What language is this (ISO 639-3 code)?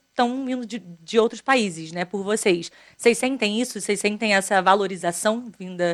por